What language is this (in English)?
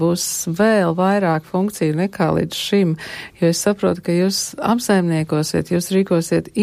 Latvian